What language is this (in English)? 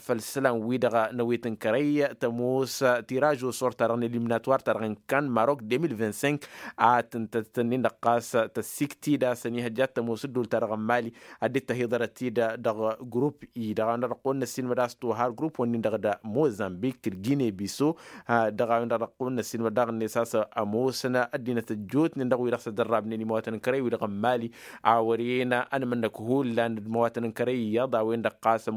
Tamasheq